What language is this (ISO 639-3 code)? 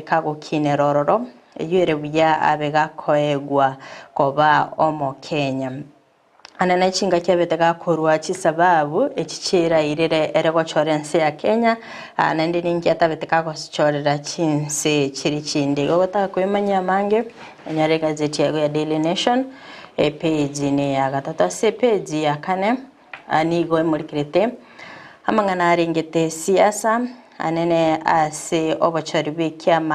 guz